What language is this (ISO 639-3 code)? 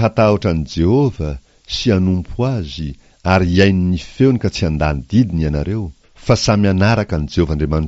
mlg